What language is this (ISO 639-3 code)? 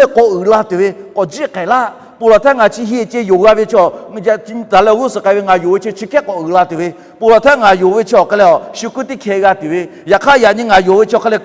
lhu